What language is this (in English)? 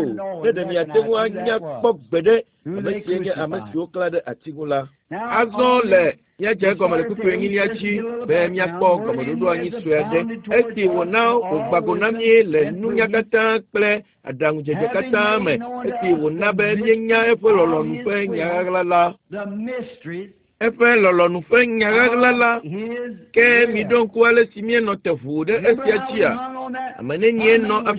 Ewe